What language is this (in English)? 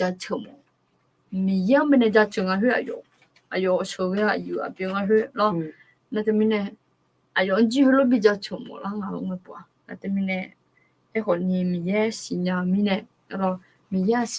Akha